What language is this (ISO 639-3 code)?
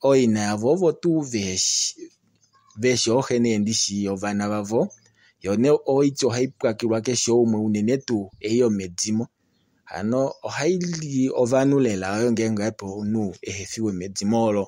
kua